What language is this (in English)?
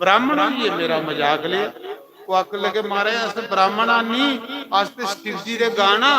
Dogri